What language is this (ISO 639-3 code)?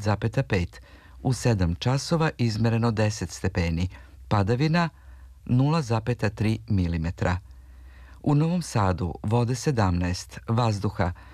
srp